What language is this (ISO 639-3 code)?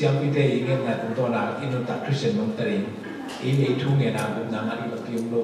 ctd